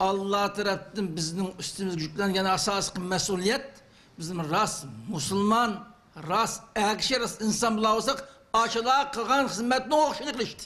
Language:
Uyghur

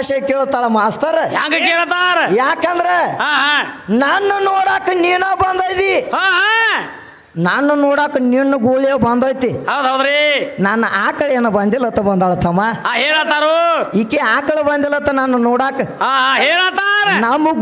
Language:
Kannada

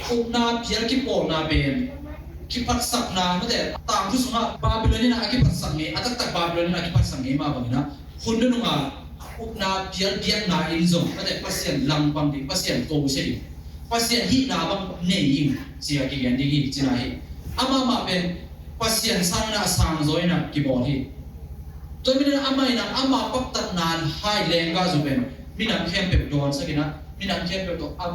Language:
Tedim Chin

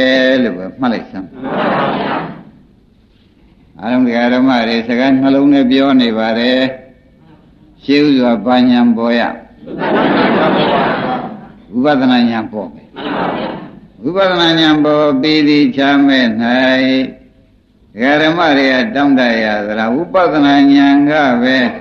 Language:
Burmese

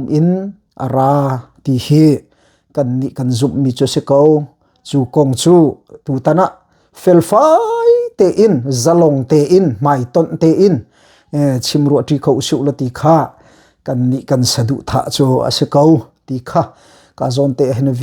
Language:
Hakha Chin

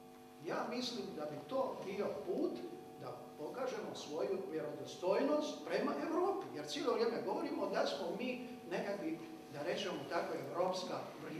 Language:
Croatian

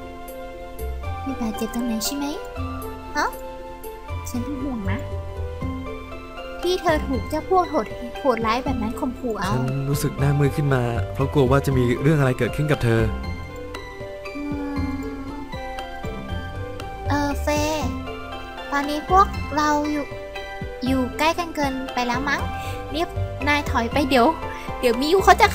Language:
Thai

